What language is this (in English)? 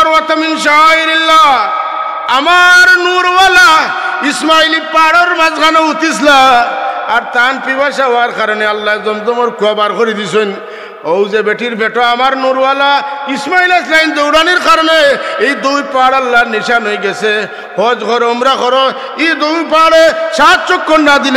Sylheti